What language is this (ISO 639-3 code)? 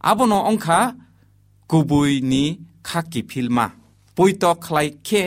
trp